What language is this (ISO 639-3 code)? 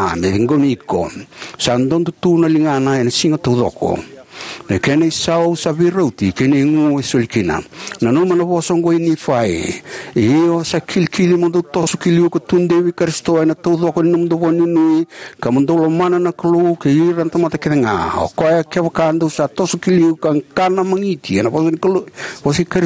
fij